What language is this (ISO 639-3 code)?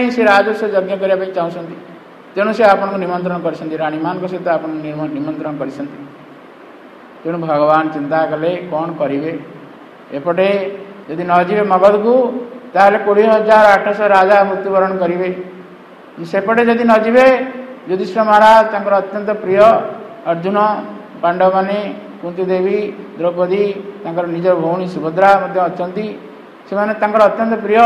ori